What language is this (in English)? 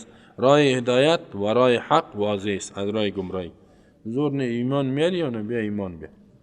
Persian